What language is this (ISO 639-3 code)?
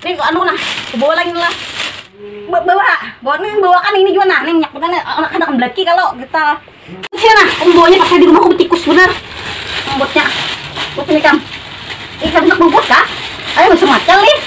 bjn